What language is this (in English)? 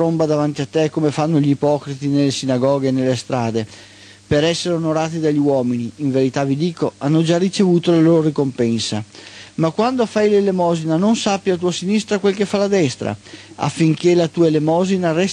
Italian